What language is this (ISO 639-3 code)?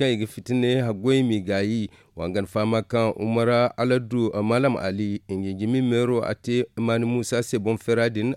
dje